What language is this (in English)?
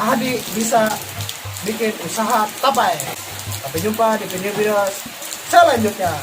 Banjar